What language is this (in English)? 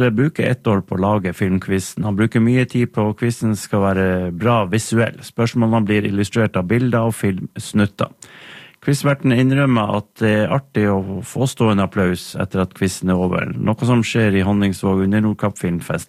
Norwegian